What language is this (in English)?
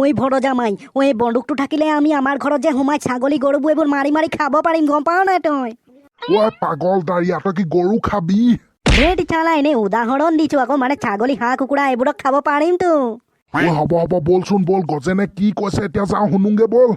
Assamese